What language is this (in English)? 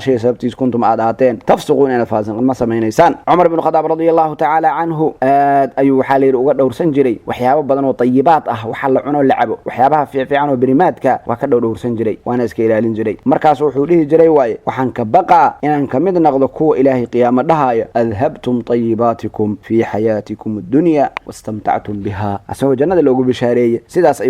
Somali